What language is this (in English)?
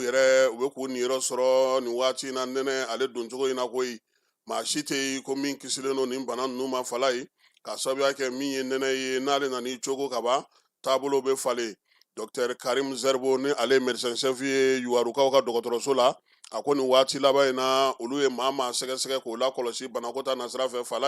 Bambara